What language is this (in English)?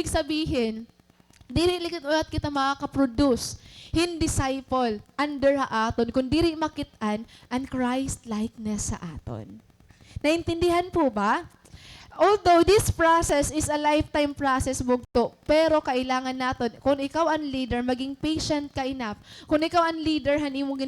Waray